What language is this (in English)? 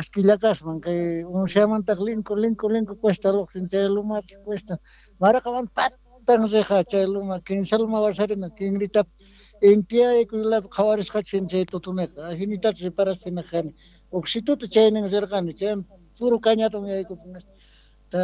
Quechua